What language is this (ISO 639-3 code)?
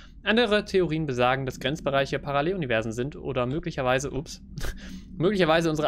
deu